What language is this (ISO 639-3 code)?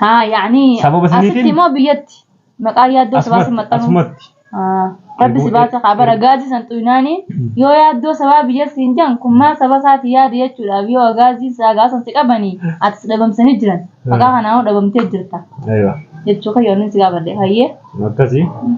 orm